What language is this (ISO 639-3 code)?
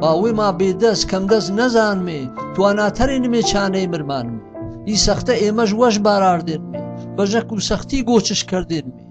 hac